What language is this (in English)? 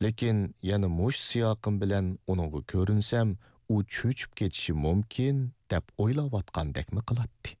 Uyghur